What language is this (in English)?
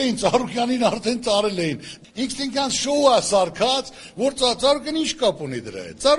Armenian